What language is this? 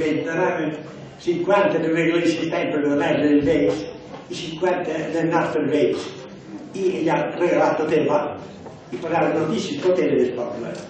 Catalan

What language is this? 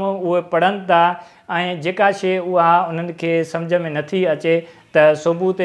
Sindhi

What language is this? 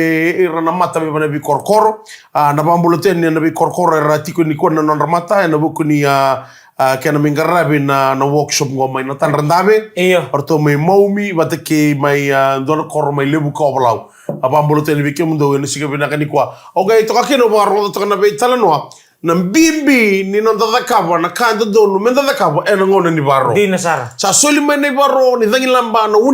Fijian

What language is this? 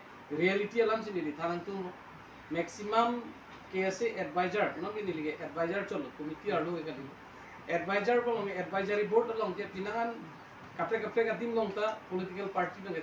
Karbi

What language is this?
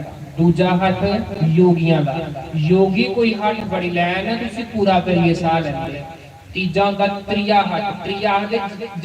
Dogri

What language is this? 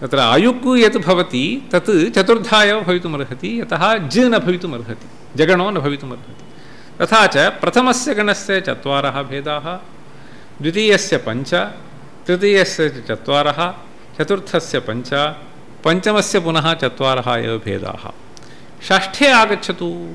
Sanskrit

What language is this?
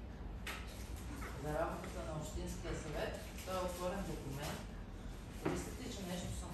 Bulgarian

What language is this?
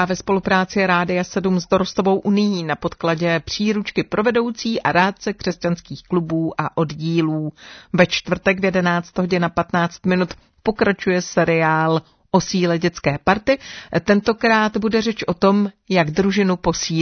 Czech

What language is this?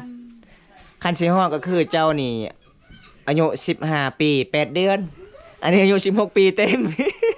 Lao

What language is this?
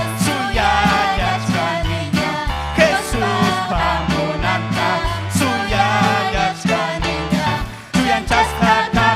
Ayacucho Quechua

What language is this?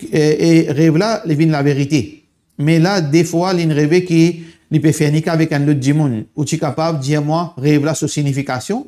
Morisyen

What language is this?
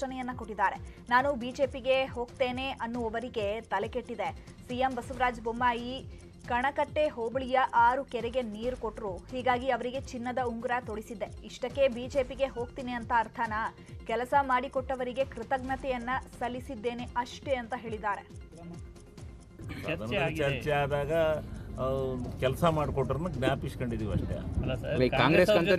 Kannada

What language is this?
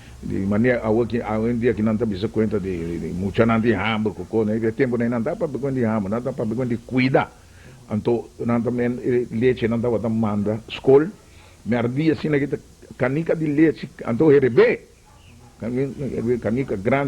Papiamento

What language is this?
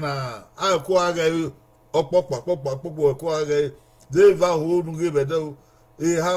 Bini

